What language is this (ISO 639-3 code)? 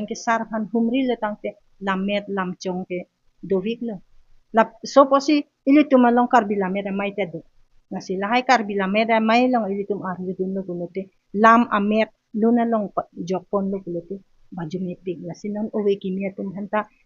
mjw